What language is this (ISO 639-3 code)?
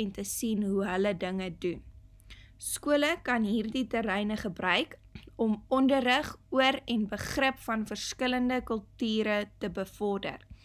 afr